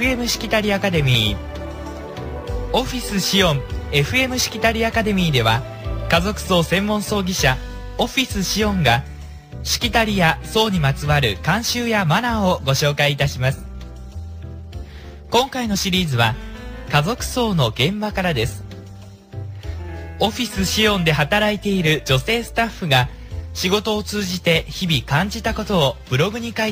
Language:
Japanese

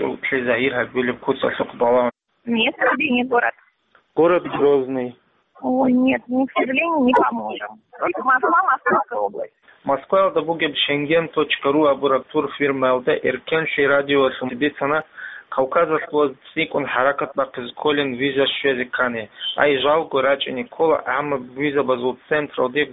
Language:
Avaric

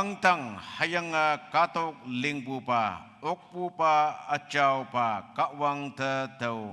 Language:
Konyak Naga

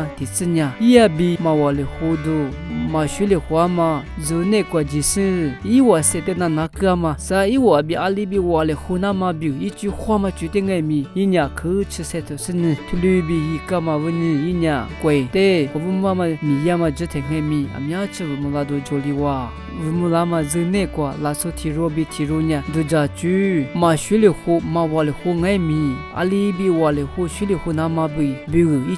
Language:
Lisu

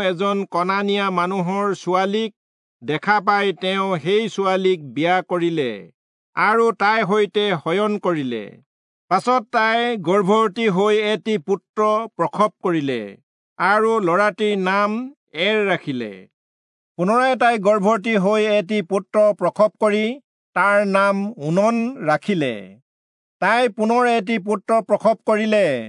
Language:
Assamese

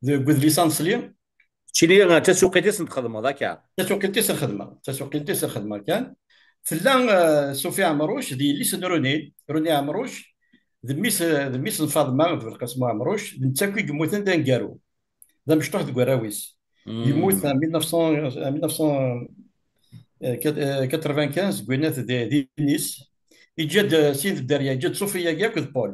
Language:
Kabyle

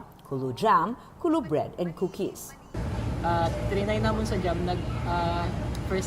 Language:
Hiligaynon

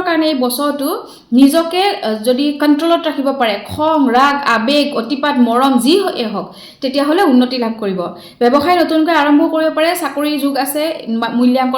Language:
Assamese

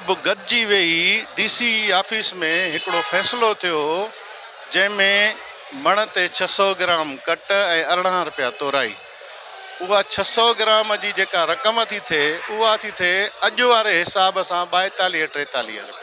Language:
Sindhi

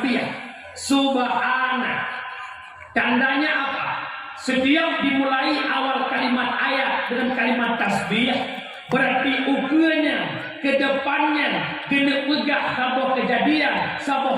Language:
Achinese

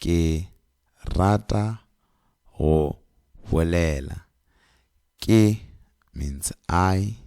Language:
Northern Sotho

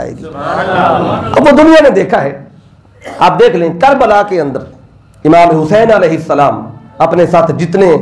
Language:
Urdu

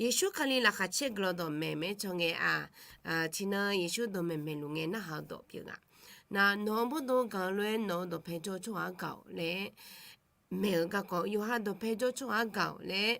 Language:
Akha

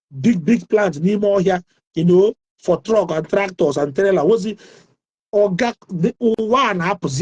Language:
Igbo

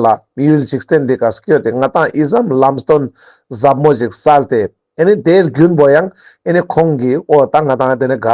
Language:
Ladakhi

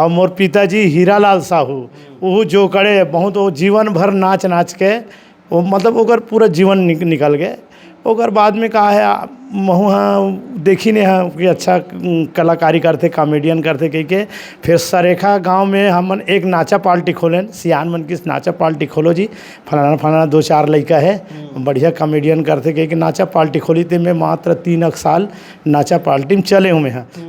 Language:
Chhattisgarhi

